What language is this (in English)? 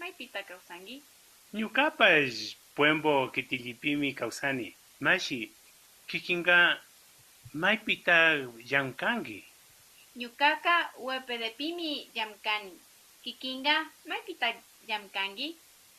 Imbabura Highland Quichua